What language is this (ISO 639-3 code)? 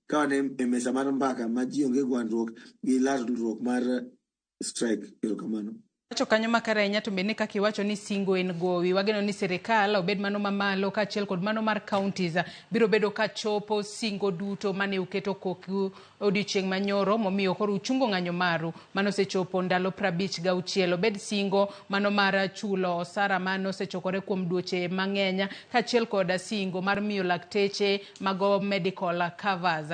luo